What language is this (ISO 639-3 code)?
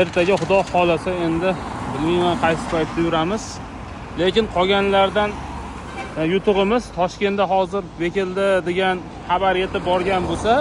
uzb